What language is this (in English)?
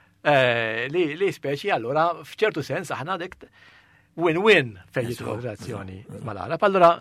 Maltese